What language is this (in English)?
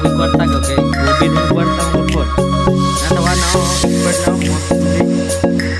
Cebuano